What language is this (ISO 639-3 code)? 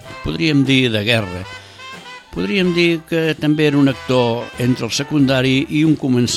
cat